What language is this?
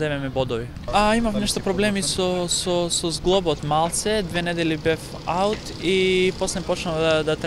Macedonian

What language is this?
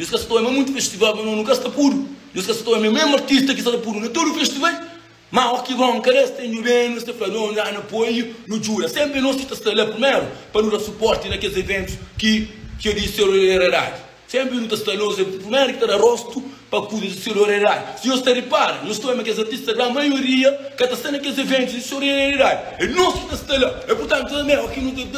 Kabuverdianu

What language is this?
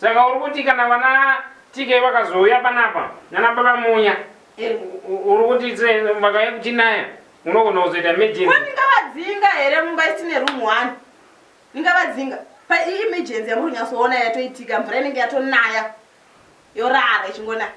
Shona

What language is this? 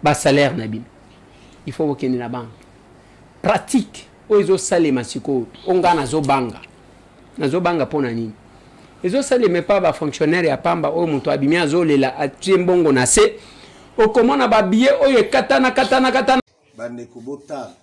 Lingala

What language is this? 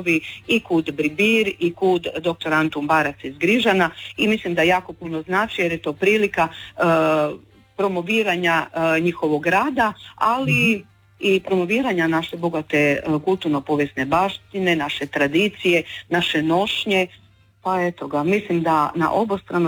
Croatian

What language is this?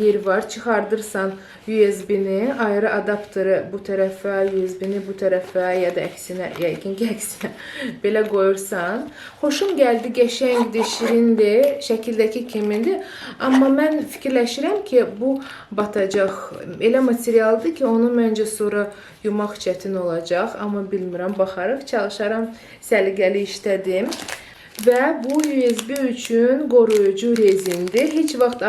Azerbaijani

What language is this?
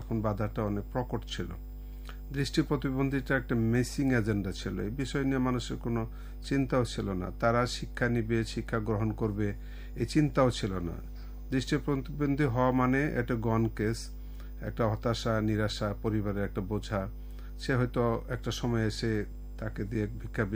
Bangla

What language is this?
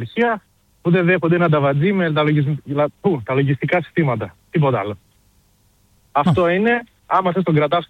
Greek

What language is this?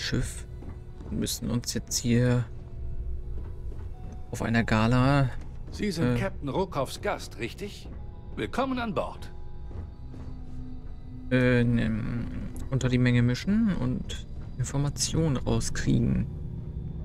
German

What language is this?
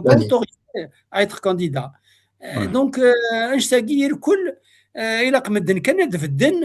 Kabyle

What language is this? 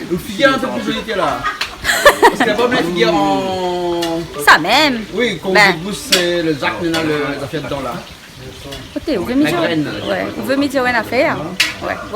Réunion Creole French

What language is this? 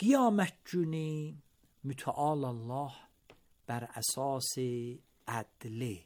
Azerbaijani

